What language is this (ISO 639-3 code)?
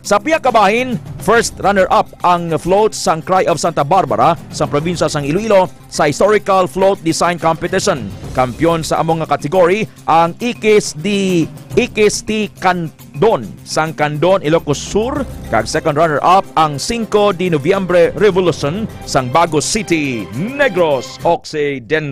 hil